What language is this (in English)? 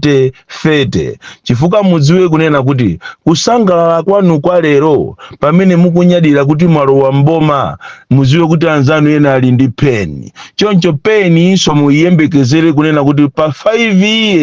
Nyanja